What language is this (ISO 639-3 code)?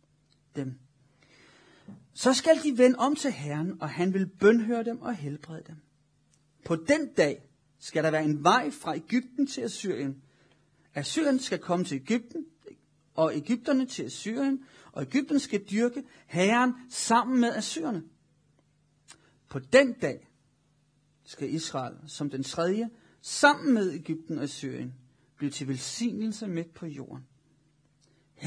dan